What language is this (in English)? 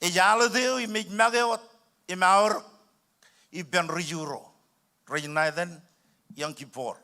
Marshallese